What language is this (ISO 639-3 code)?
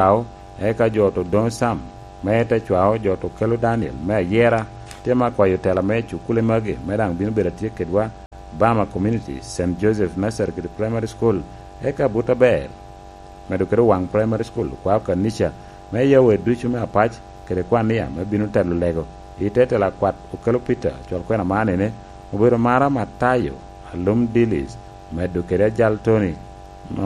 laj